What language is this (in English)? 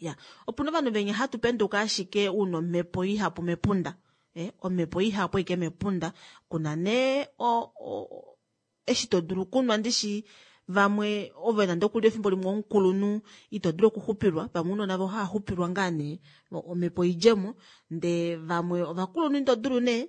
Kuanyama